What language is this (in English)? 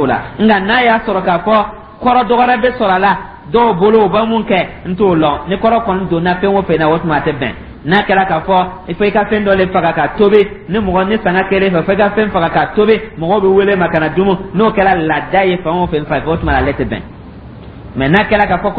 Dyula